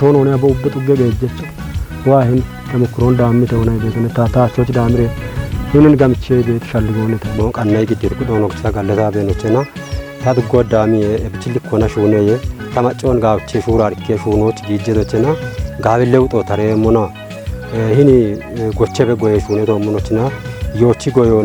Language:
Kafa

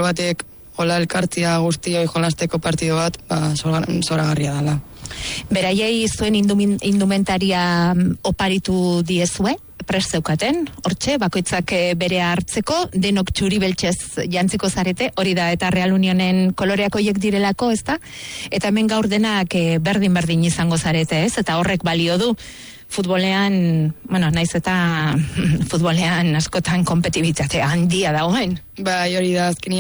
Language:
Basque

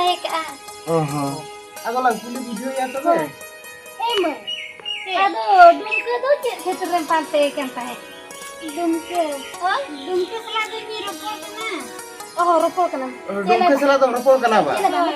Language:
Santali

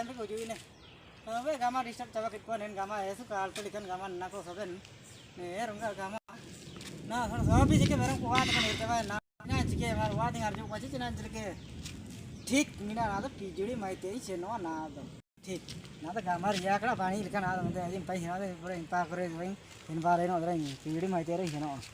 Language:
Ho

